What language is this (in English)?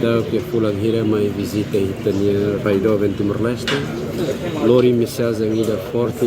Tetum